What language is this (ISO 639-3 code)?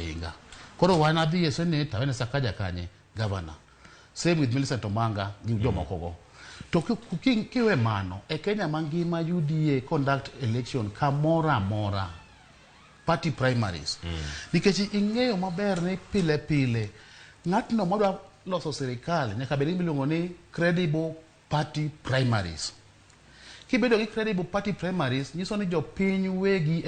luo